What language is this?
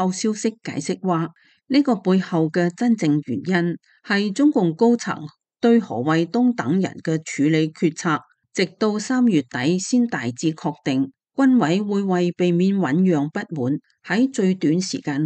Cantonese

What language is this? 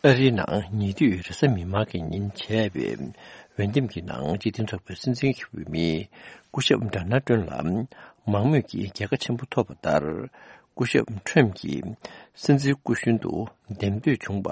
Tibetan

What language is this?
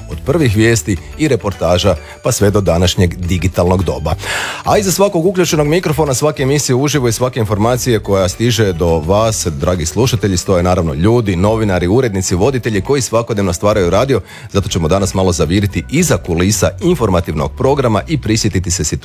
Croatian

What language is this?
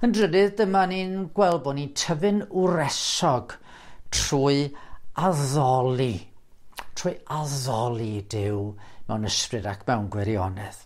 Welsh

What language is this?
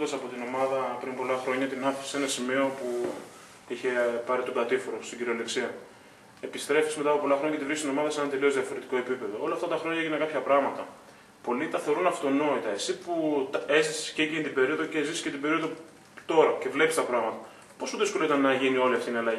Greek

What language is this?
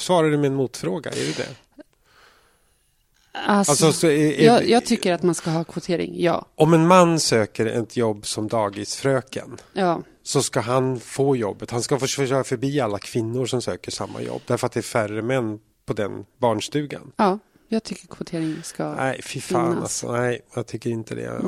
Swedish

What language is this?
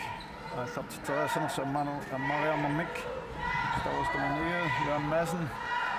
Kalaallisut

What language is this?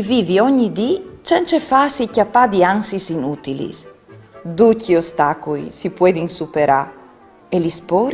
Friulian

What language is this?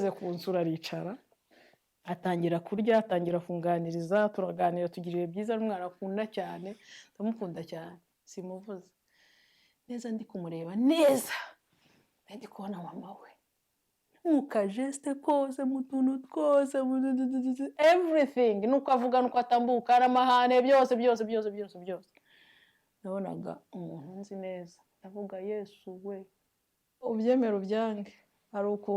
Kinyarwanda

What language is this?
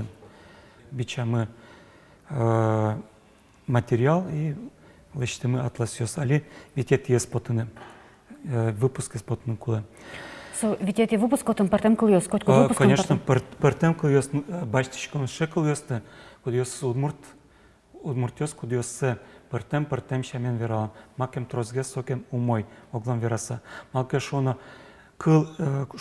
Udmurt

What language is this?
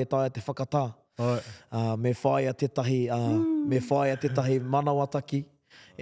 Māori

